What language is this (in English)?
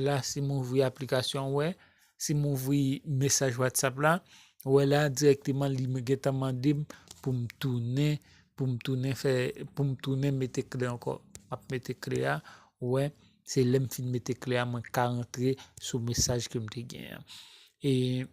Haitian Creole